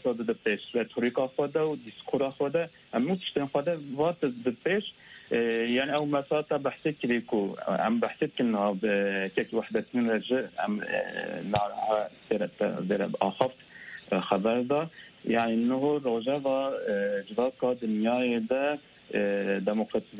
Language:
Kurdish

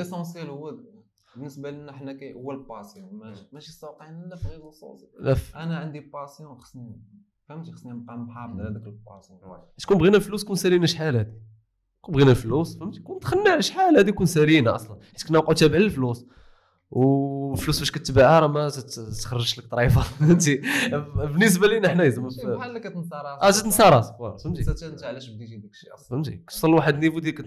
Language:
Moroccan Arabic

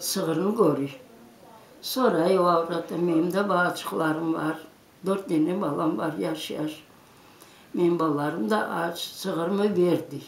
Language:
Crimean Tatar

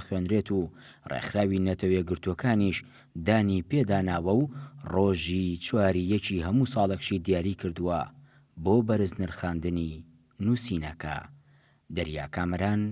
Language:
Central Kurdish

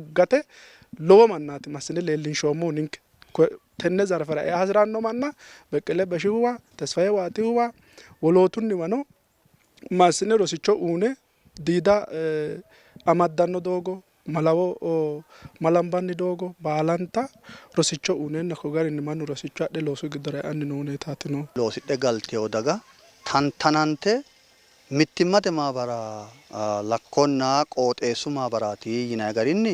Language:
Sidamo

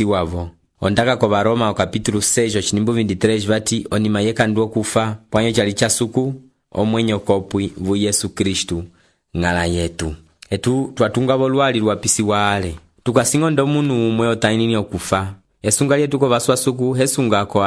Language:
Umbundu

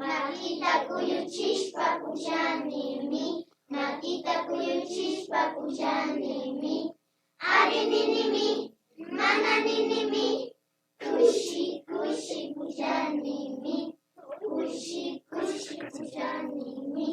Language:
Imbabura Highland Quichua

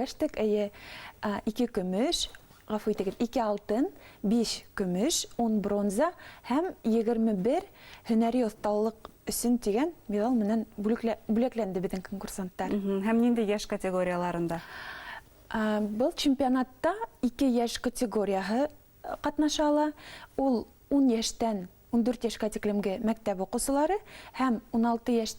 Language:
Bashkir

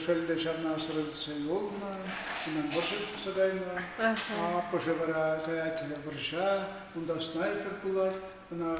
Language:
Chuvash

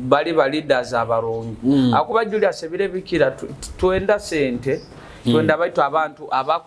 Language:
Nyoro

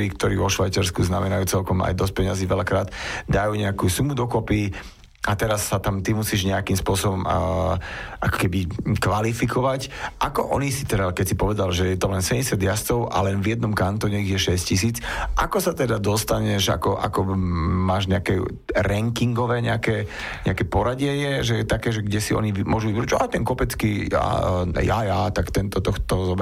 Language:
Slovak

